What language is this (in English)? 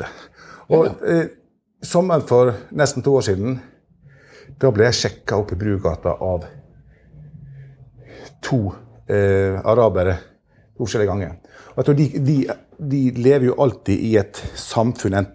Norwegian